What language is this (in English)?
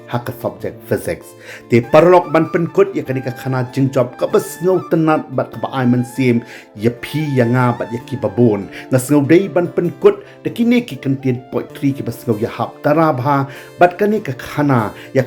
Khasi